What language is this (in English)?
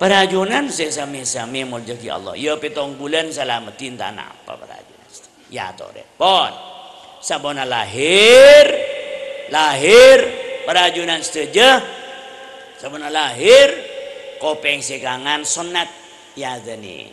Madurese